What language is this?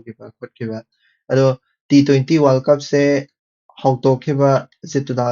Manipuri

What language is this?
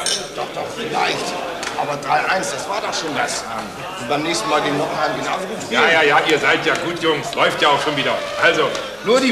German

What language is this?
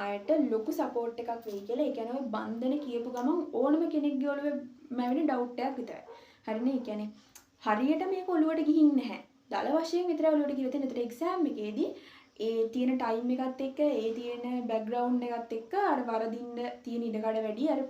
Sinhala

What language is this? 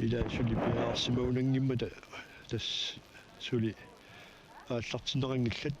Kalaallisut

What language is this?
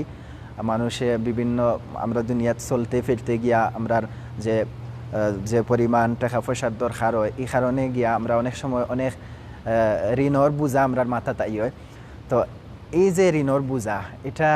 Sylheti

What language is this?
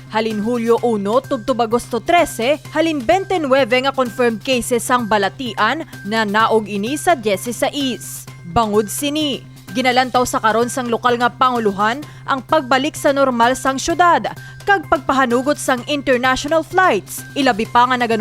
Hiligaynon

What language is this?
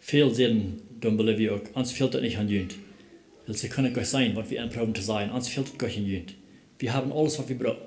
Plautdietsch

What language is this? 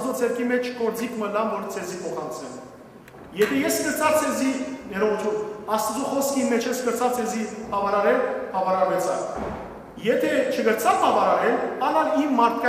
Western Armenian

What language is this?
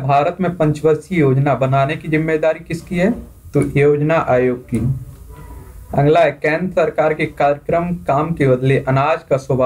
Hindi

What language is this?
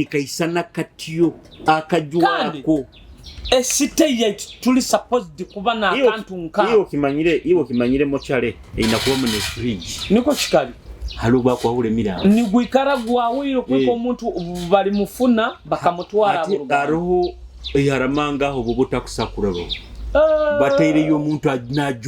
Nyoro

